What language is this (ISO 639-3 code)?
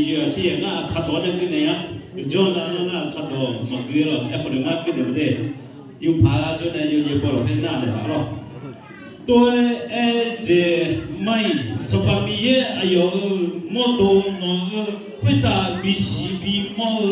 ahk